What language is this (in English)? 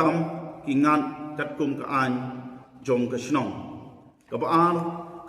Khasi